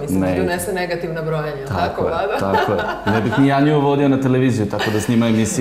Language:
Serbian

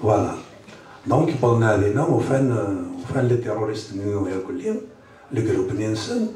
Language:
Kabyle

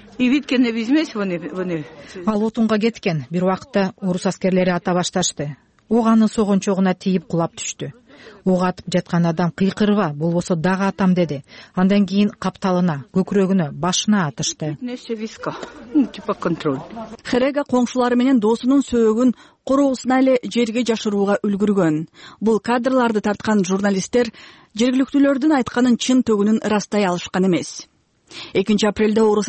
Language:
Kyrgyz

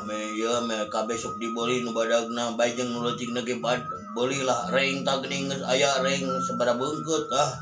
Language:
Sundanese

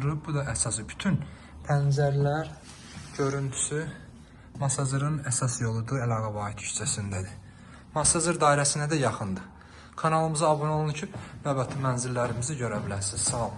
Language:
Azerbaijani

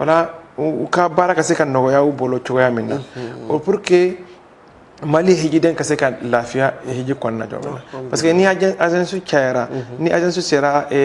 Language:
Bambara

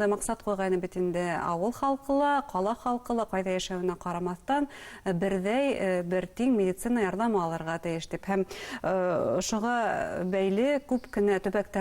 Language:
Bashkir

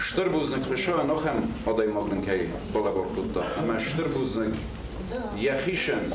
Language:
Ossetic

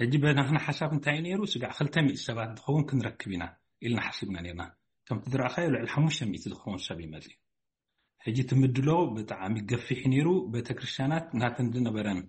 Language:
Tigrinya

